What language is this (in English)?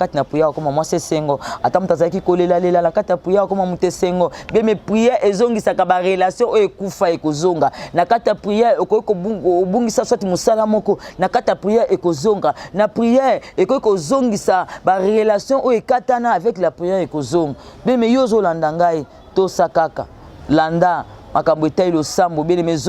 Lingala